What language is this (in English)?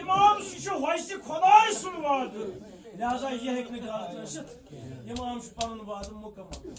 Kashmiri